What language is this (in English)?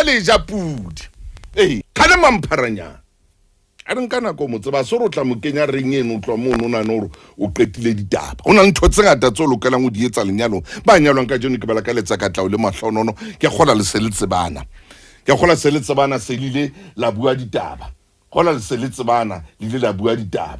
Southern Sotho